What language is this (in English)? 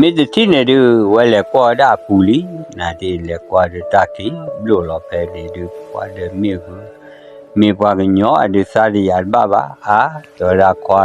S'gaw Karen